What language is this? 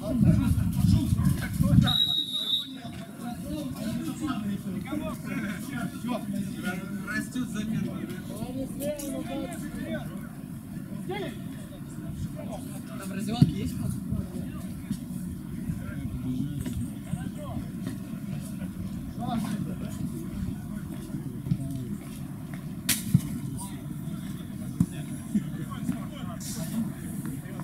Russian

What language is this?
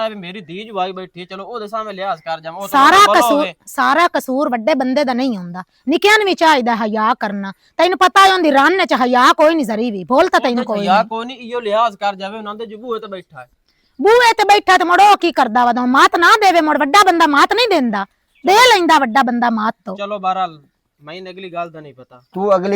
Western Panjabi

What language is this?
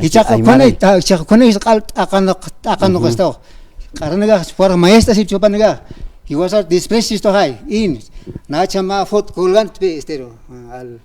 Aymara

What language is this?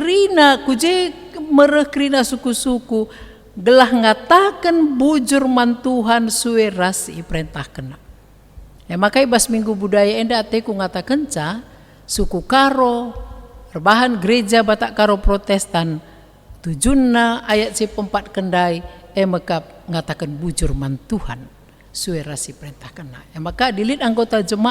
Batak Karo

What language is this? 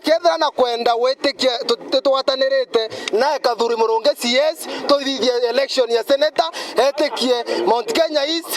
Meru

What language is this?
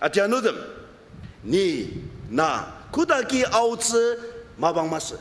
Ao Naga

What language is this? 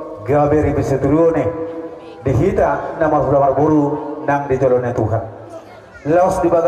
Batak Toba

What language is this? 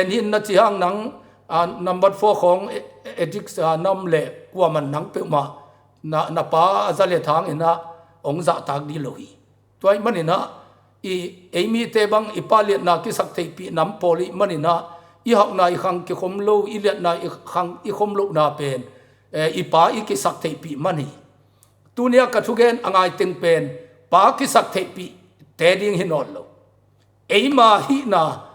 Tedim Chin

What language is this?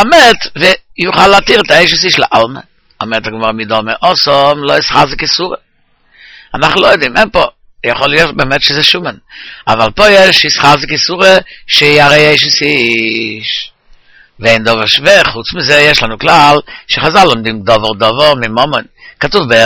Hebrew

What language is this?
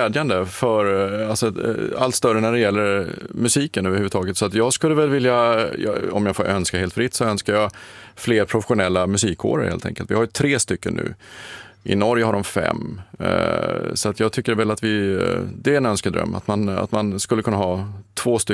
Swedish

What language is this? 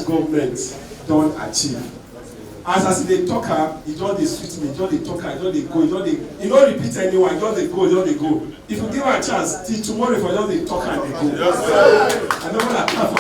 Nigerian Pidgin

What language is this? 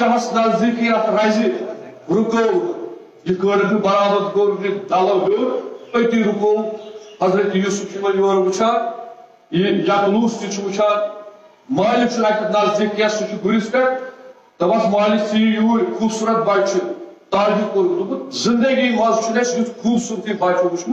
Kashmiri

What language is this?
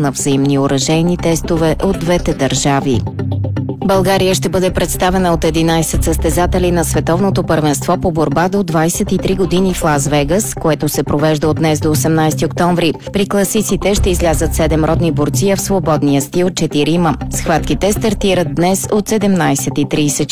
Bulgarian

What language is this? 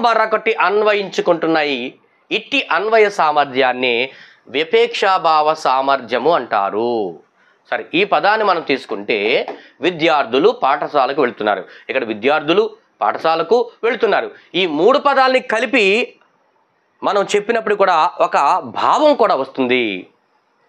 Telugu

